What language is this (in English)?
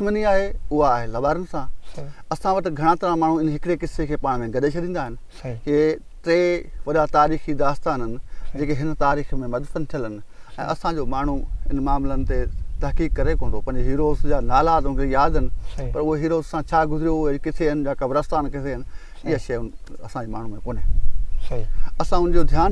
Sindhi